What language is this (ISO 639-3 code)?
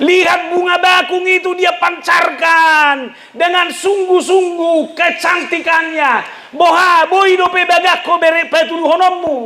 bbc